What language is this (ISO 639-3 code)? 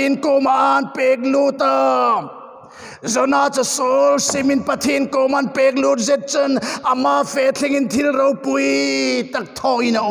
hmr